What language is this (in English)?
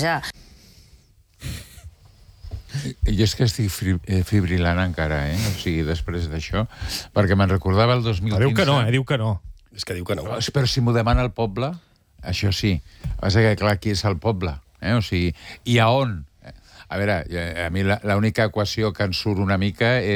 Catalan